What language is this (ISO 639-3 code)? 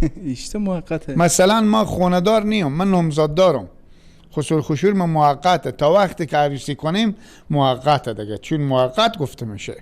fas